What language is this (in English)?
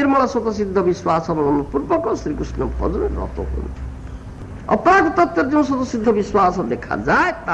Odia